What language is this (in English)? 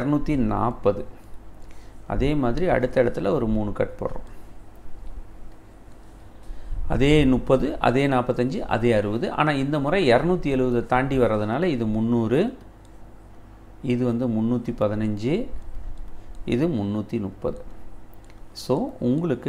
Tamil